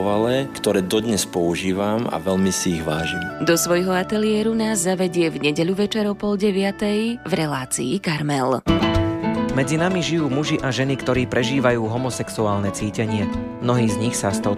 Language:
Slovak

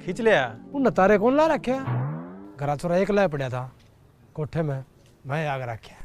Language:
Haryanvi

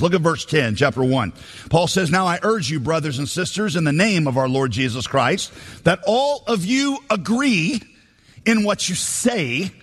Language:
English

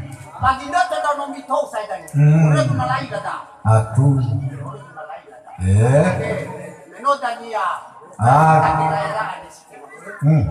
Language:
Nias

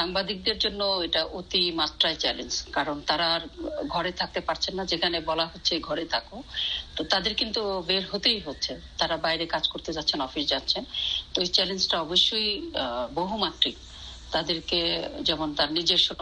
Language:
Bangla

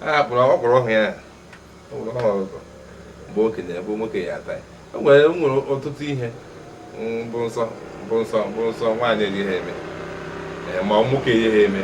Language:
Igbo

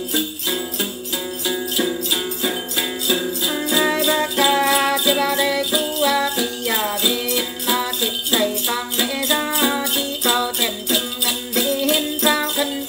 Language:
Vietnamese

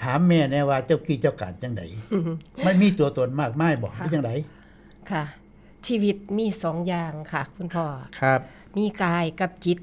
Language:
Northeastern Thai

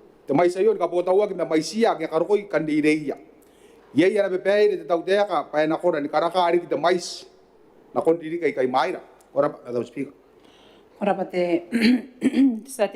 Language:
Gilbertese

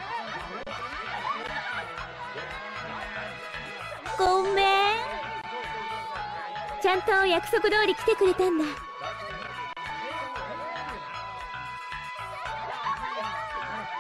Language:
Japanese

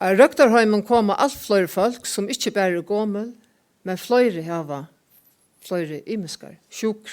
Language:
Faroese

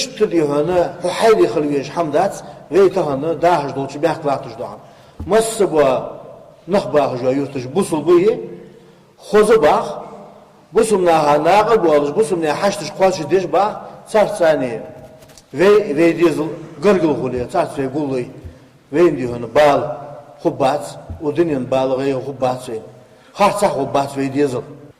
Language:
Ingush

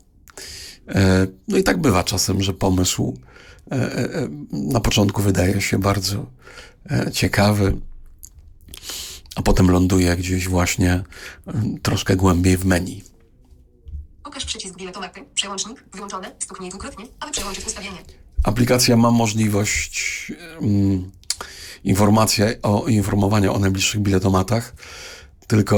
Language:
Polish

